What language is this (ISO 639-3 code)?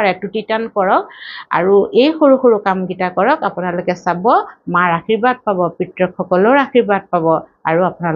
asm